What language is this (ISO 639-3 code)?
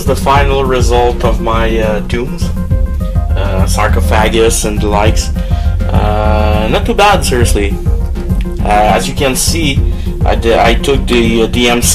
eng